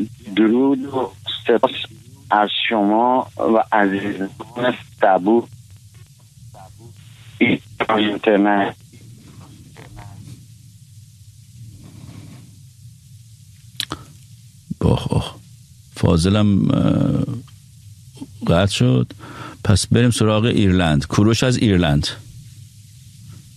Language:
Persian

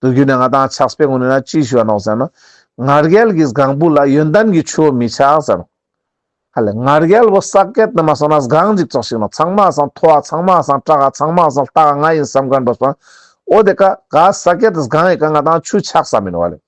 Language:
Ladakhi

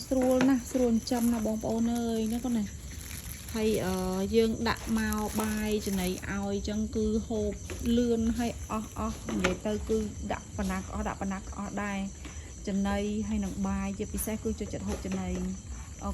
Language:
Khmer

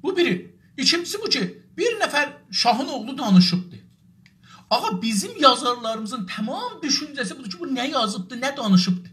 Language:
South Azerbaijani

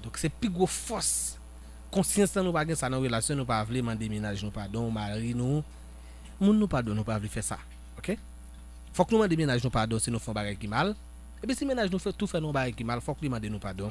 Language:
Haitian Creole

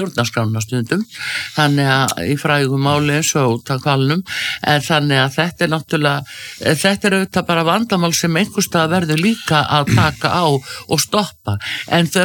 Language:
Icelandic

